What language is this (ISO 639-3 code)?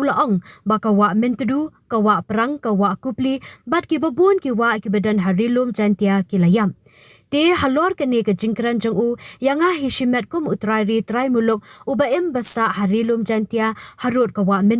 kha